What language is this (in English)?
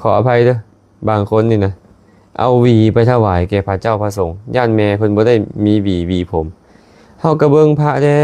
Lao